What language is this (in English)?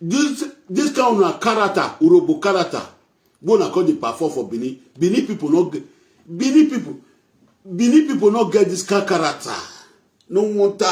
Nigerian Pidgin